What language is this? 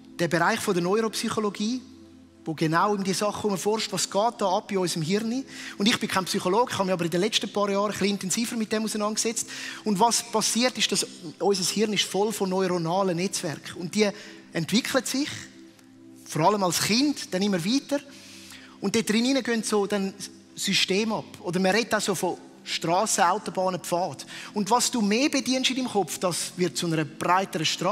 Swiss German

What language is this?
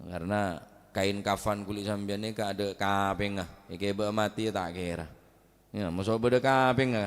Madurese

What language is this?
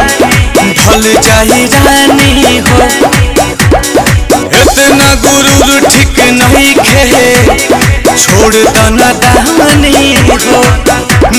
Bhojpuri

